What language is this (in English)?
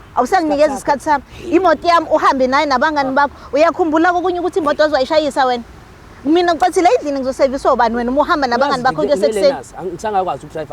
Zulu